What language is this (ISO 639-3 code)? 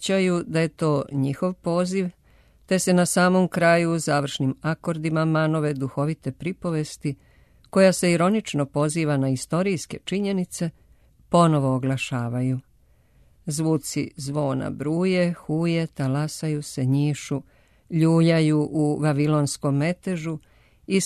srp